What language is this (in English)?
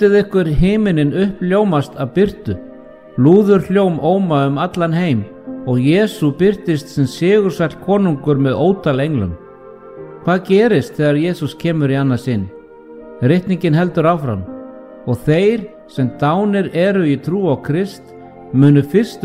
Icelandic